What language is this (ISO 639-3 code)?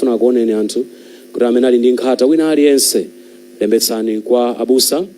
nya